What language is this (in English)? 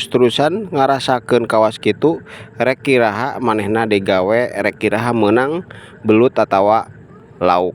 Sundanese